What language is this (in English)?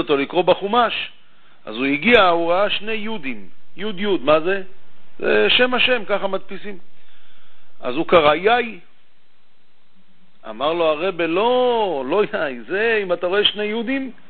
Hebrew